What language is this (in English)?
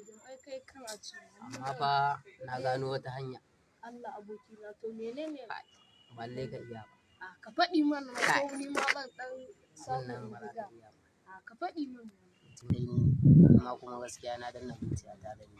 Hausa